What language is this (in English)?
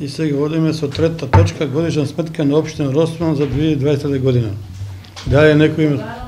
Macedonian